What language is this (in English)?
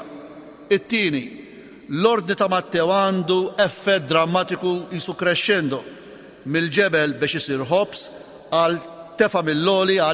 Maltese